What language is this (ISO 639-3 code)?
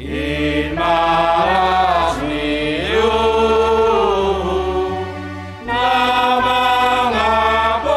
bts